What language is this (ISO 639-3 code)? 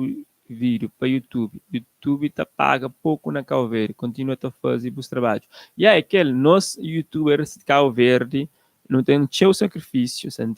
kea